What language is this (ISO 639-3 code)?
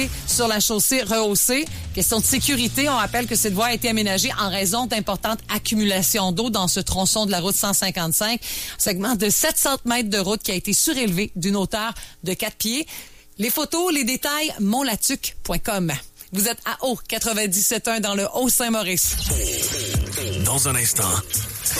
fra